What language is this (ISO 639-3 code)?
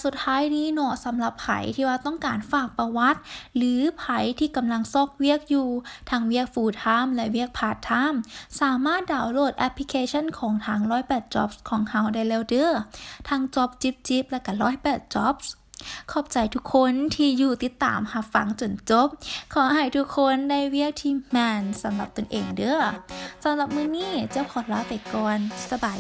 lao